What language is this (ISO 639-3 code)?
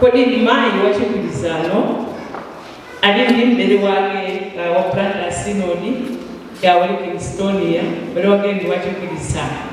nya